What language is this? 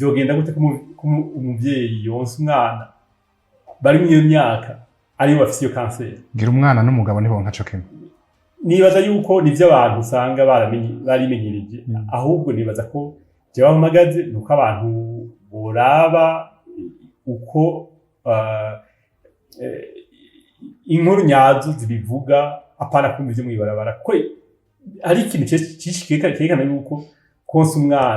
Rundi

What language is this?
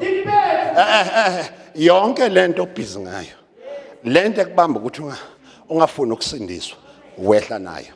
Zulu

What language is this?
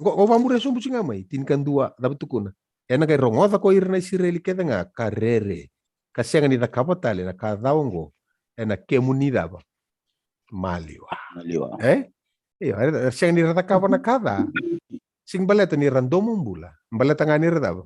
Fijian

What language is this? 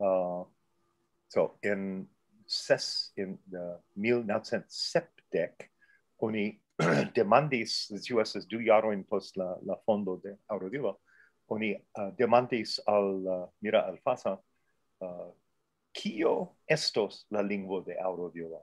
Esperanto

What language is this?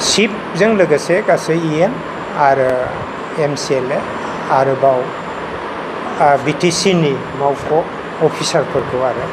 Bodo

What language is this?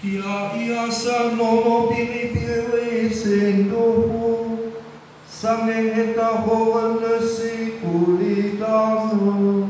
Nias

